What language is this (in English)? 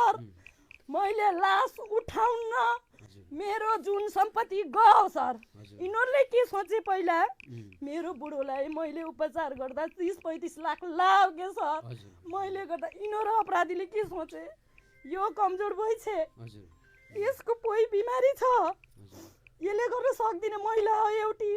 Nepali